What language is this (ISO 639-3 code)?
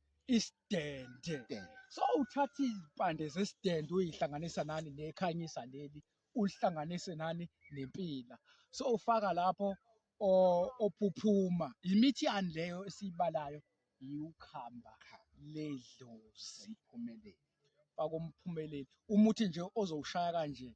zul